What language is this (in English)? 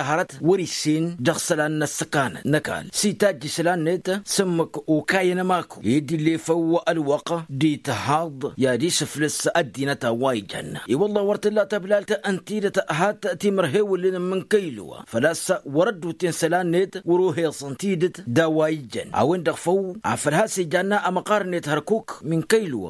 Tamasheq